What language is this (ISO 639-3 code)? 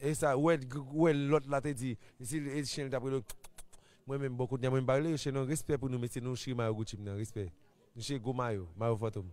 hat